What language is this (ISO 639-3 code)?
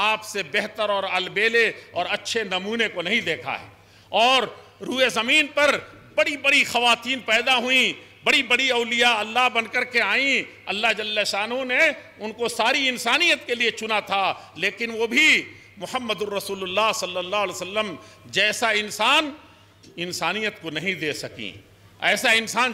urd